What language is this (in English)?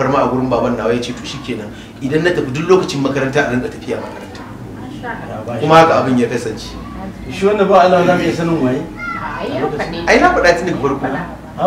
Hausa